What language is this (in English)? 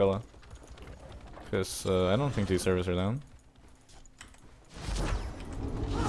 English